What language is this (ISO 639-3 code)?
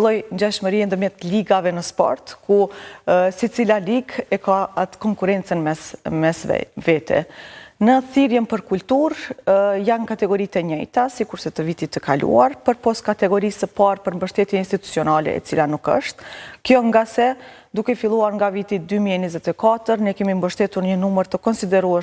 sqi